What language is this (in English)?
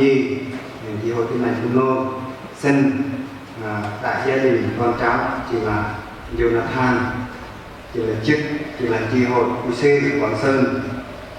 Central Mnong